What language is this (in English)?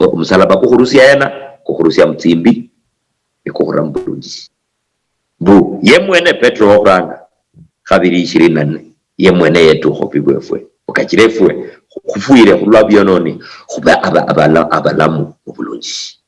Luyia